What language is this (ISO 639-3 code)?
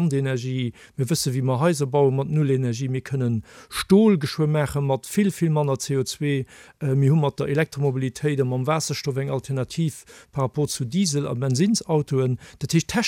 ltz